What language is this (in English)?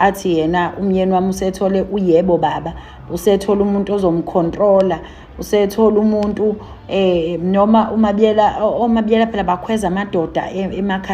Zulu